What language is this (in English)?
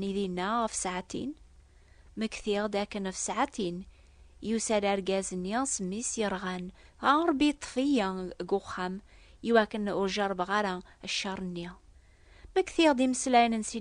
Kabyle